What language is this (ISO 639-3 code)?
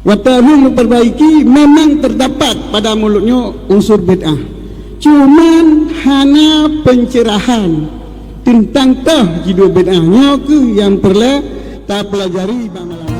ace